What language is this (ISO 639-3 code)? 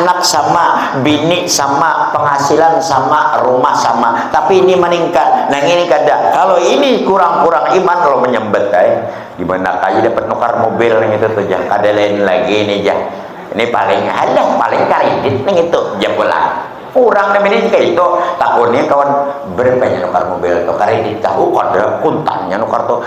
bjn